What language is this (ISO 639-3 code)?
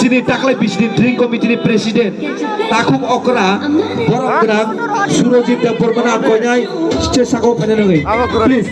ria